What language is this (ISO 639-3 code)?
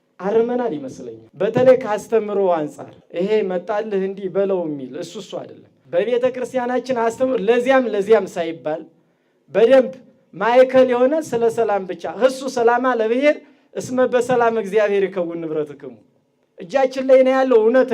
amh